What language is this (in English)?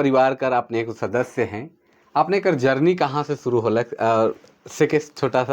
Sadri